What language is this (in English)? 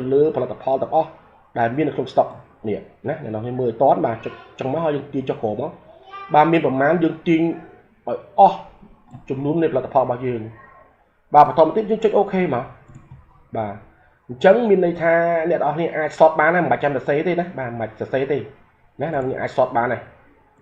Khmer